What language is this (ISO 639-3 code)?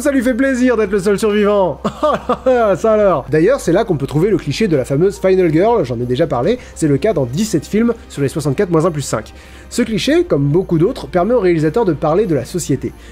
fra